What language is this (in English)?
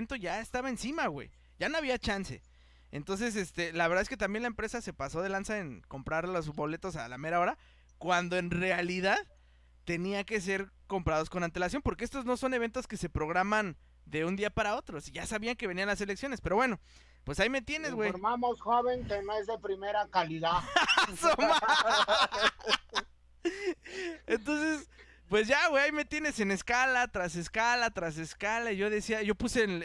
Spanish